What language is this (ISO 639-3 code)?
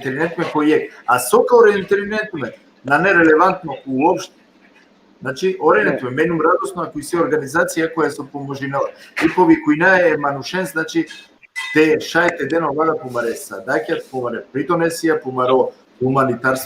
rmn